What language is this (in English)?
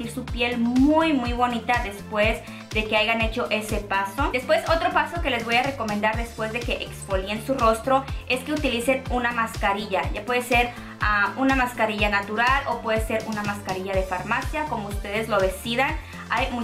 Spanish